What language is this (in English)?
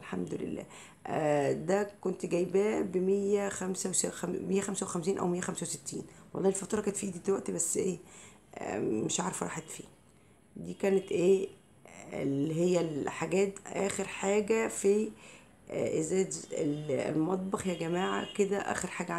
Egyptian Arabic